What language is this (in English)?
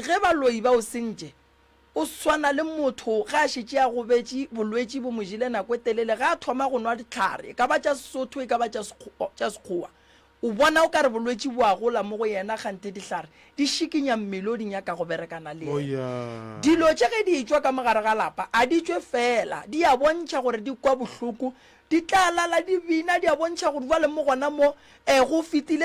Northern Sotho